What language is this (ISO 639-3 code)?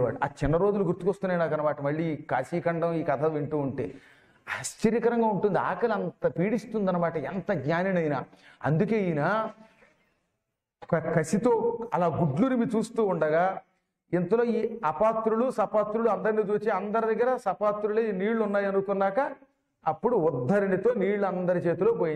tel